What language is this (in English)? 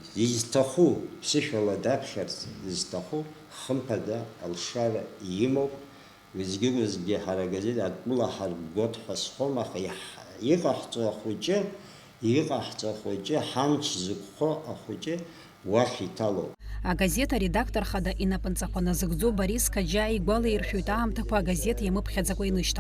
Abkhazian